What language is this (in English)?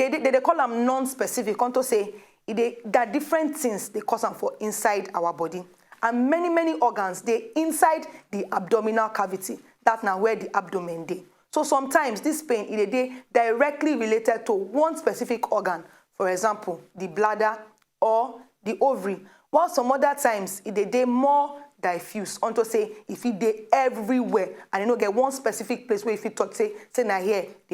Nigerian Pidgin